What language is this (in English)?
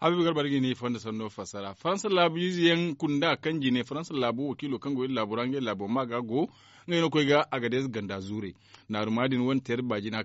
Zarma